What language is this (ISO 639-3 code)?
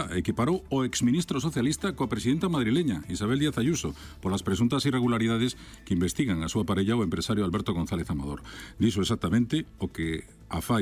glg